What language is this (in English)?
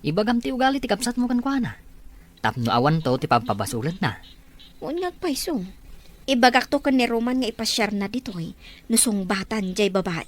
Iloko